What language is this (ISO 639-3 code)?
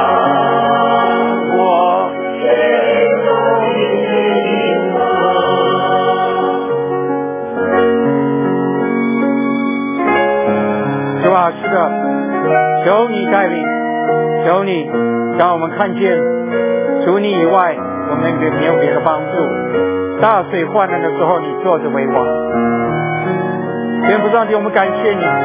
zho